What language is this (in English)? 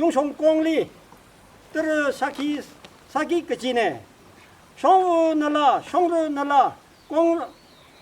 Tangkhul Naga (India)